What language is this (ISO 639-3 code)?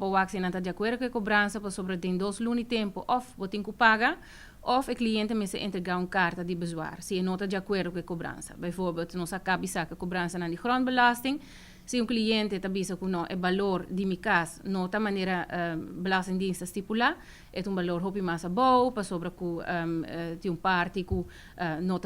pap